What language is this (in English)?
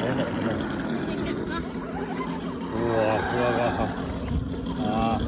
Minangkabau